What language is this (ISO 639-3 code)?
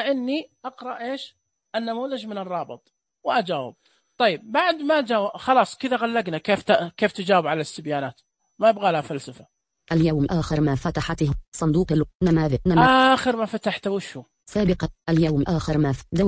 ars